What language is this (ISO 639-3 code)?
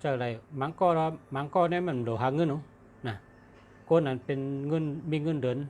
shn